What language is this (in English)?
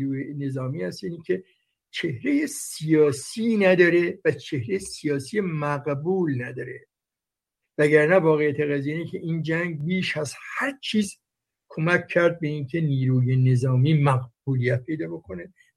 Persian